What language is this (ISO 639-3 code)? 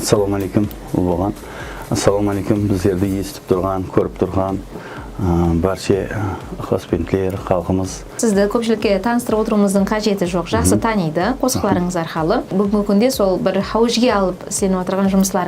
kaa